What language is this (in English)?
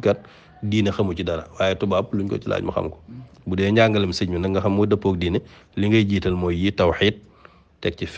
Wolof